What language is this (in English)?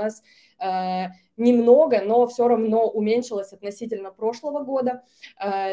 Russian